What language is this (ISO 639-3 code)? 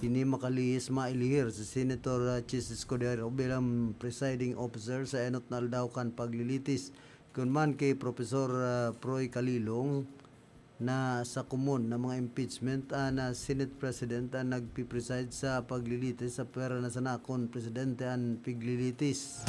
bik